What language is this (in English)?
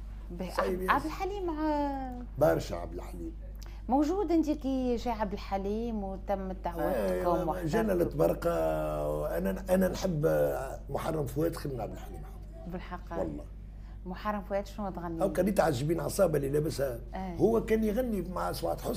Tunisian Arabic